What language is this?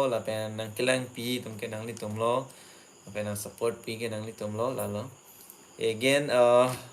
Karbi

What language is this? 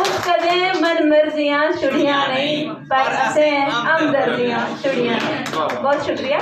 Dogri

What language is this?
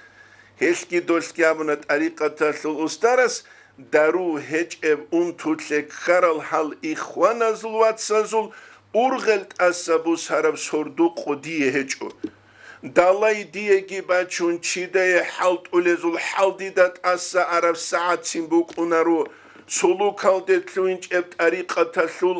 Avaric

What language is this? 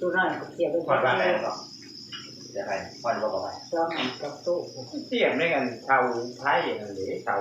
Northeastern Thai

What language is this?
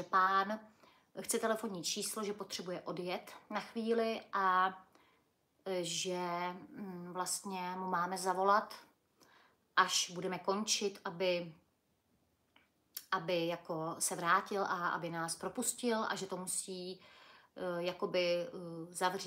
Czech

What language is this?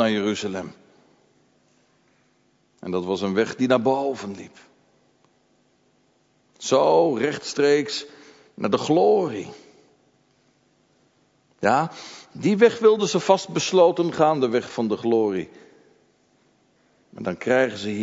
Dutch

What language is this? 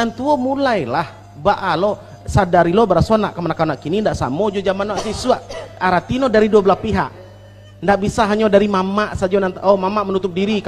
Minangkabau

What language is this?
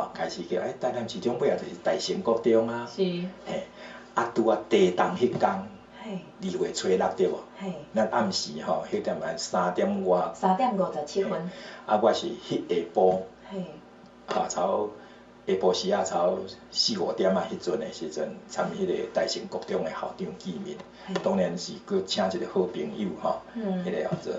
Min Nan Chinese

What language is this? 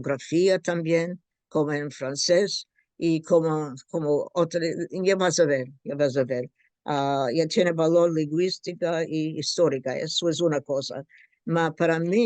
Ladino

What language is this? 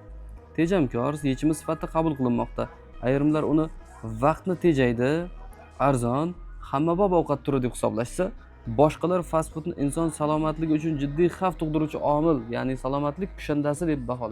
Uzbek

